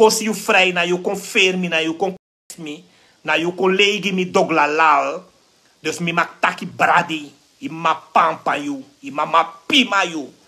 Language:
Sranan Tongo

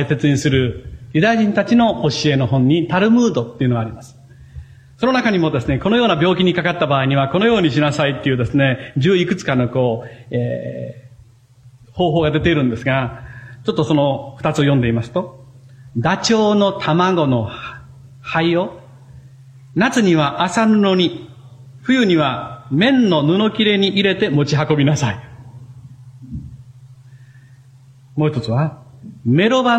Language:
Japanese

